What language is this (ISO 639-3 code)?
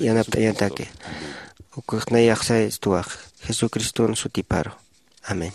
aym